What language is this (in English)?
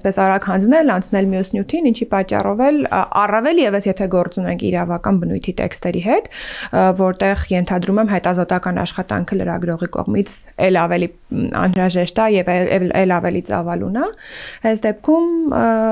Armenian